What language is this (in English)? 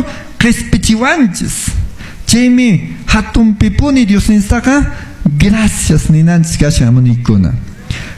Quechua